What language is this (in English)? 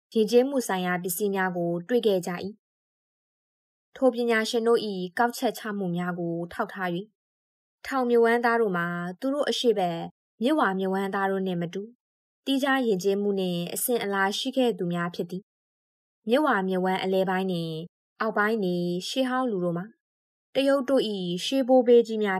Burmese